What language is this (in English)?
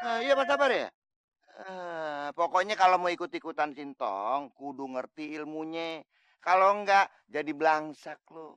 Betawi